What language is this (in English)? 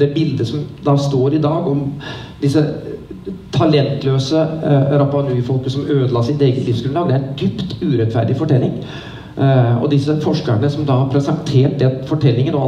Norwegian